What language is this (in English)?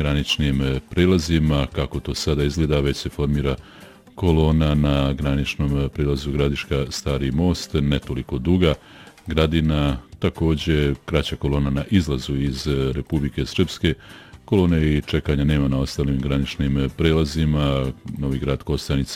Bosnian